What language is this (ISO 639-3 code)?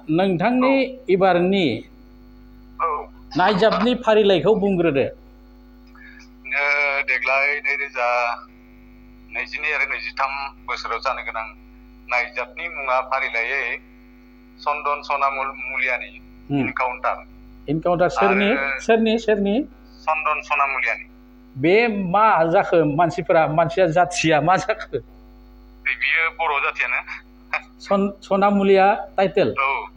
brx